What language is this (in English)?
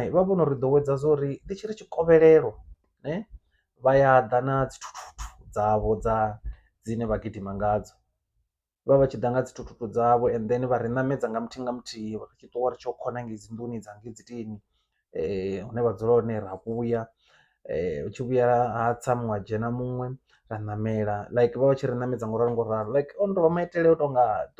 Venda